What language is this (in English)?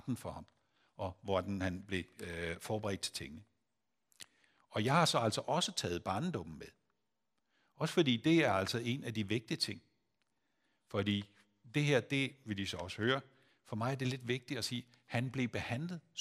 Danish